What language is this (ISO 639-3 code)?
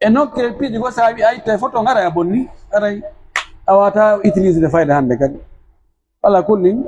fuf